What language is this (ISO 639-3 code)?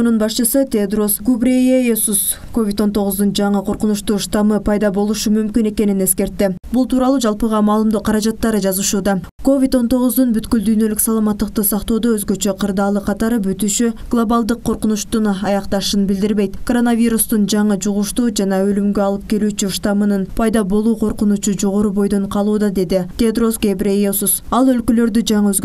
kir